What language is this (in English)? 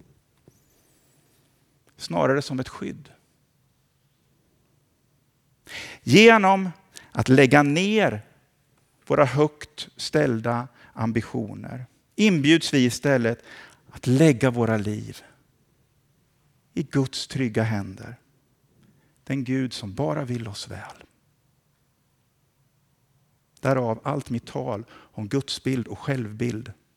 Swedish